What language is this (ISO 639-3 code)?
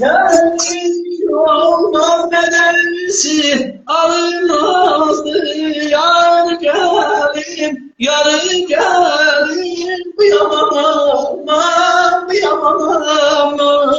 azb